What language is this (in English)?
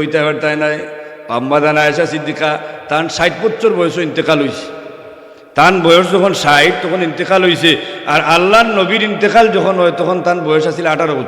Sylheti